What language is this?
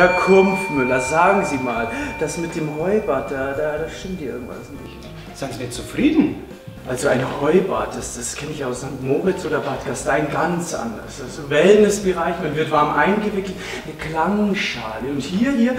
Bavarian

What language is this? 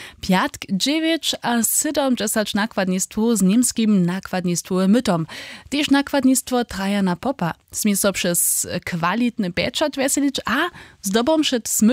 Upper Sorbian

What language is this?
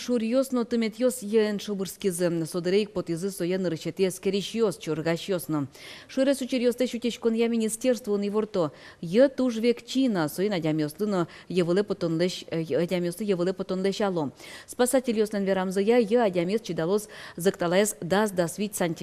Udmurt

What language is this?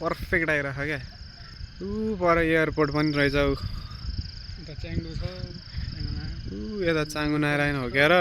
Nepali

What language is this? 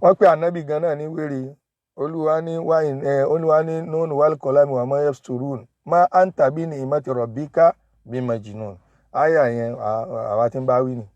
Yoruba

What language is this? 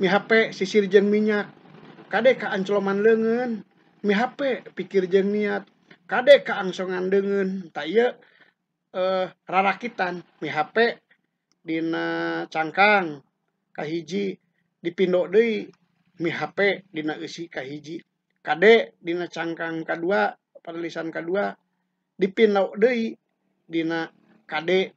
Sundanese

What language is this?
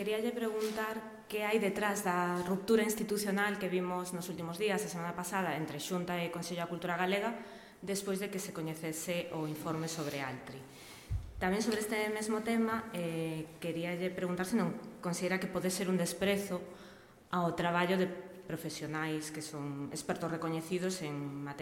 Galician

